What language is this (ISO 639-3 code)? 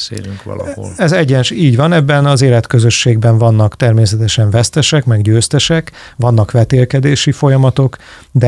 hun